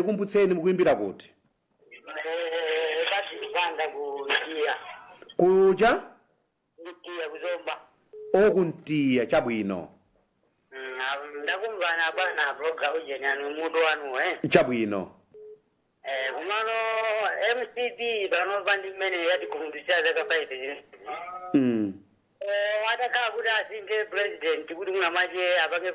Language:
Nyanja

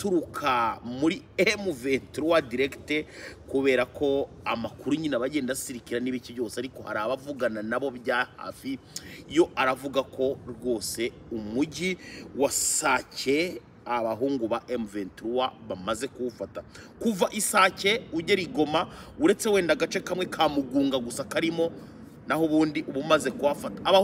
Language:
Kinyarwanda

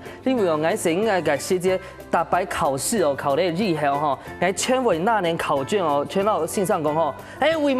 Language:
Hakka Chinese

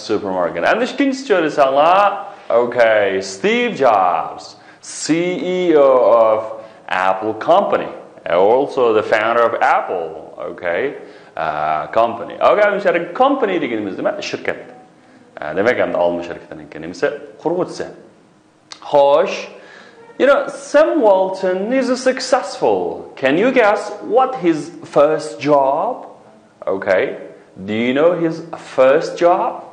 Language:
Uyghur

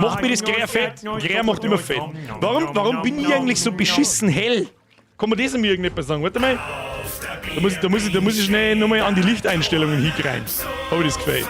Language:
Bavarian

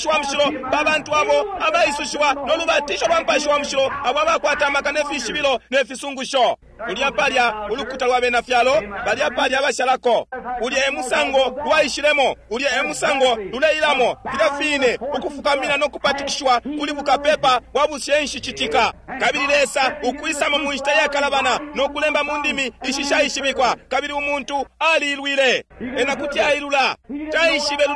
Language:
Bemba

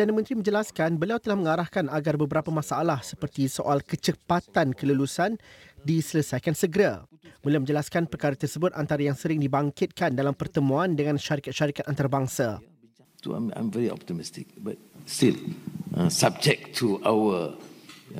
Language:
Malay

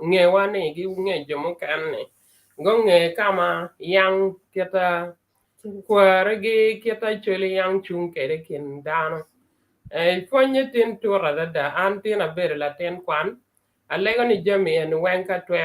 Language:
Acoli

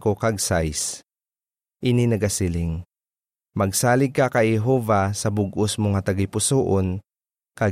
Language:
Hiligaynon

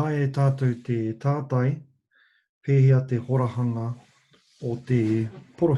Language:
Māori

